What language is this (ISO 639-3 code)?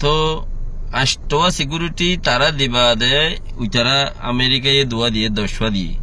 rhg